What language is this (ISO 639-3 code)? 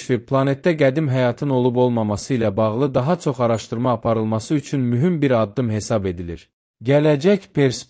aze